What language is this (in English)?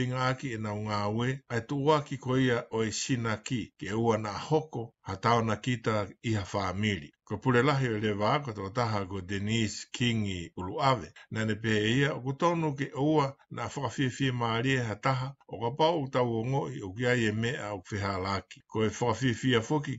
Tongan